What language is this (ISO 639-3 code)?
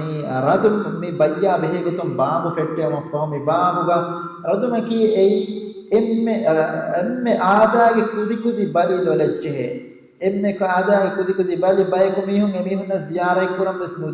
div